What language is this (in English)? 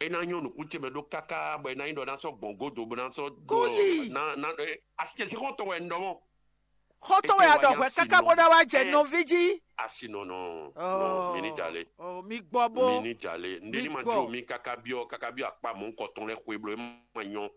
Fon